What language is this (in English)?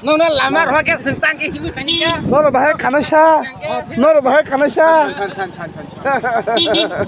Kok Borok